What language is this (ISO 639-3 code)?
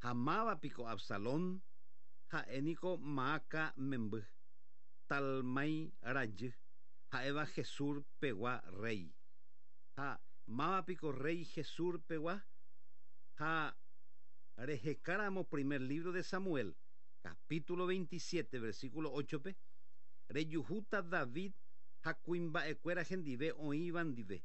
grn